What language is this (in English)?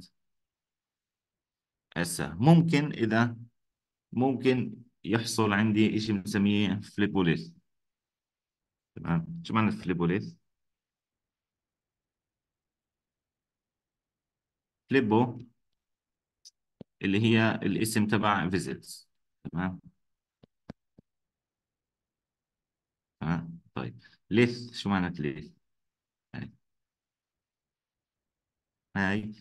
South Levantine Arabic